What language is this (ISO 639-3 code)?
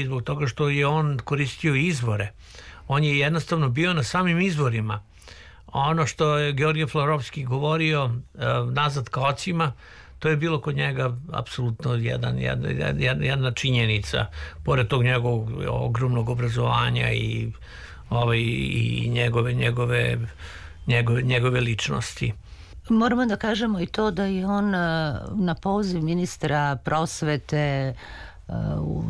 srp